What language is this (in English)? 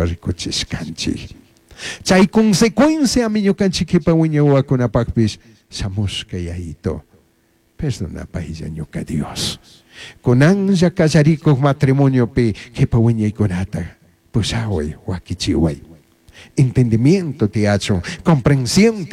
Chimborazo Highland Quichua